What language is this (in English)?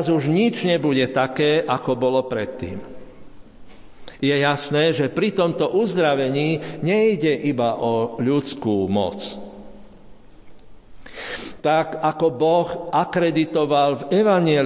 Slovak